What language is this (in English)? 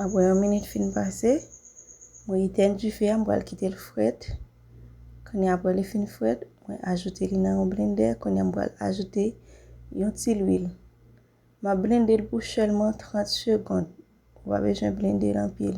Haitian Creole